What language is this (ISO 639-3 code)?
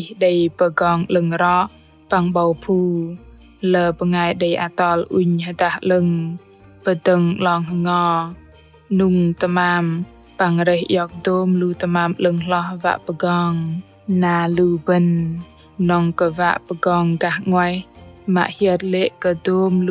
bdq